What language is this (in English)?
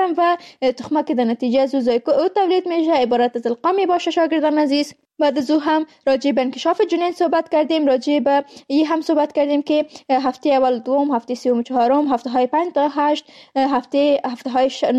Persian